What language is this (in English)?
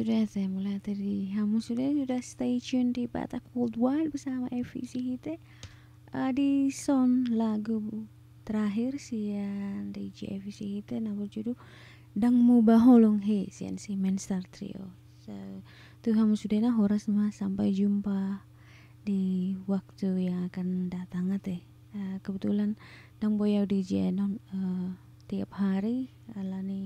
Batak Toba